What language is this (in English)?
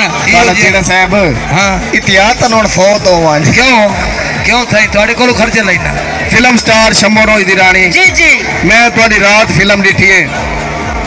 Saraiki